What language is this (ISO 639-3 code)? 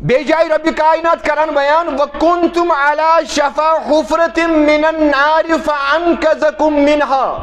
kas